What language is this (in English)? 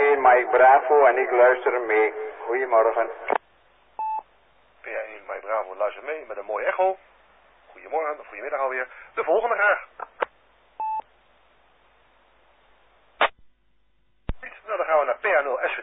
Dutch